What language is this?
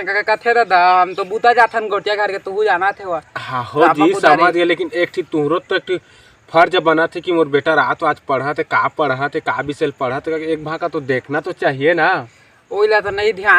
Chhattisgarhi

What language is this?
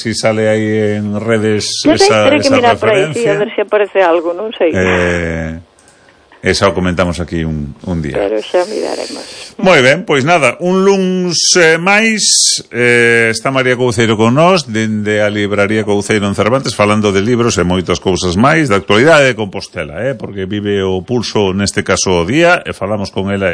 Galician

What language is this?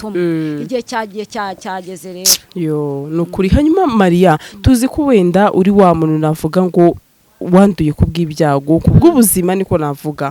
Kinyarwanda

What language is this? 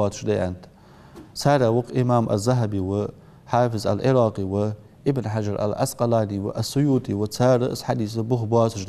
Ingush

